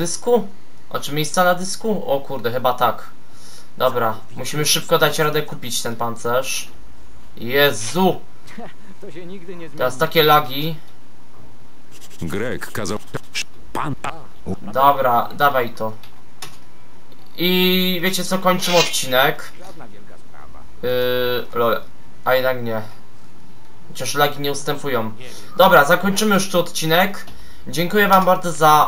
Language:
Polish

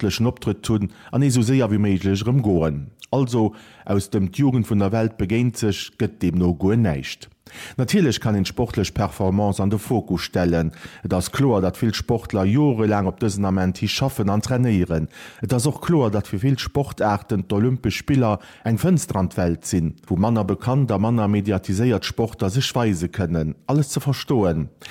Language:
Luxembourgish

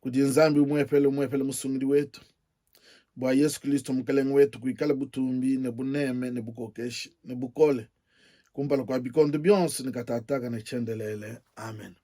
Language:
Luba-Lulua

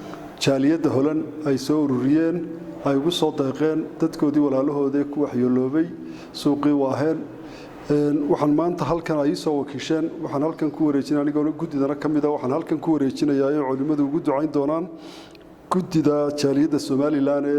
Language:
Somali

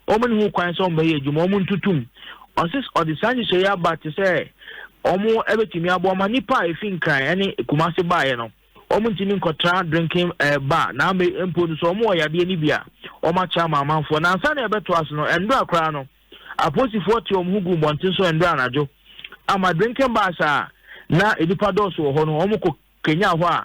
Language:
Akan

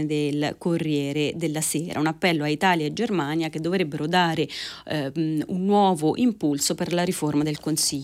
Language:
Italian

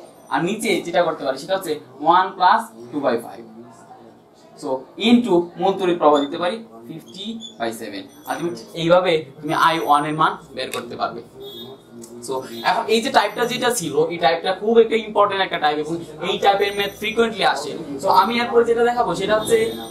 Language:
Bangla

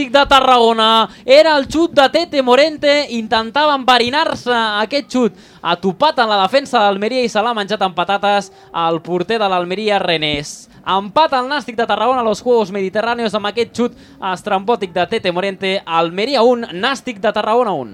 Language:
Catalan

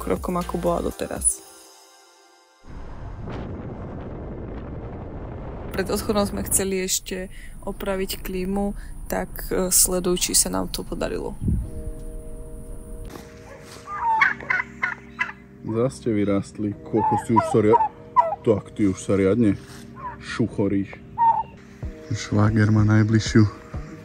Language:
Slovak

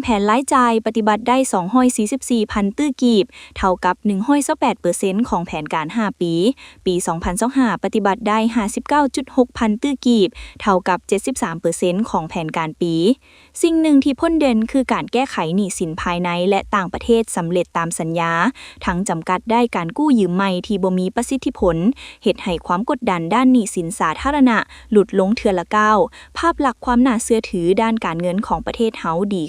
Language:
Lao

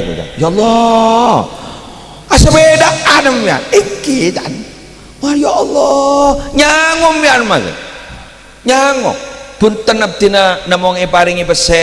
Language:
Madurese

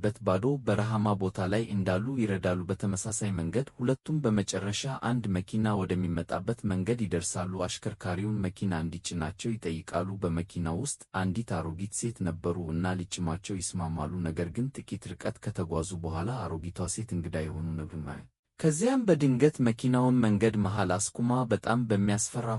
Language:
Amharic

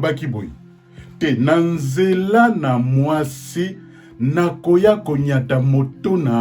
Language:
Lingala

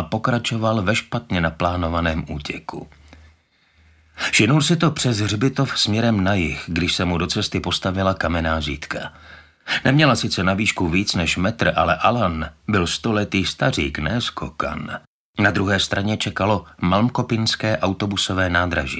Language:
Czech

